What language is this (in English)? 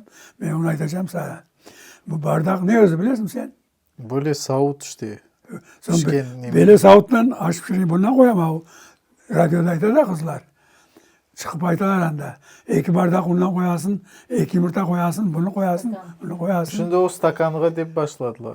Crimean Tatar